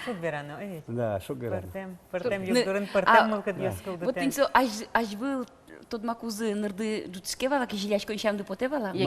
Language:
Udmurt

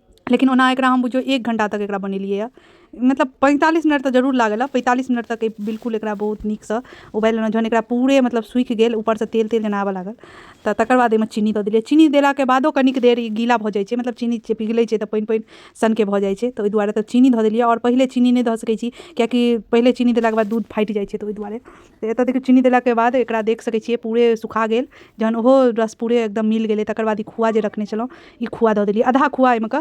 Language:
Maithili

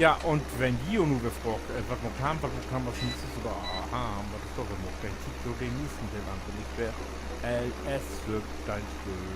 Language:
Low German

